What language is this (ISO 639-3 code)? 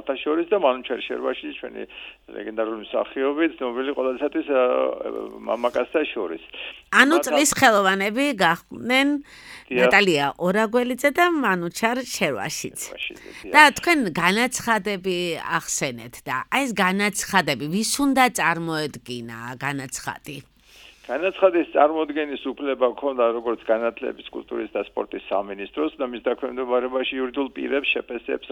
kat